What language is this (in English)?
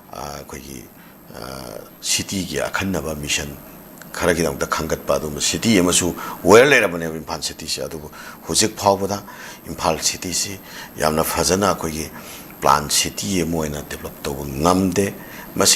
Manipuri